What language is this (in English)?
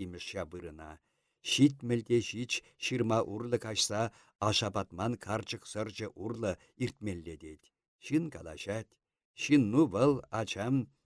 Chuvash